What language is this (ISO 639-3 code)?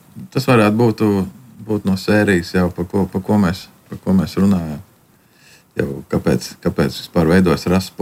lav